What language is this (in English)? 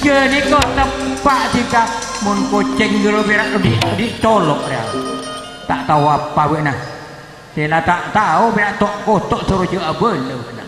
Madurese